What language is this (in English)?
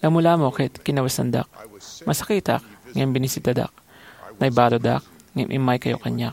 Iloko